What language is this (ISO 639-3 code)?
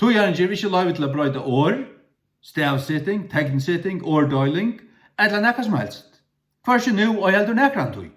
fao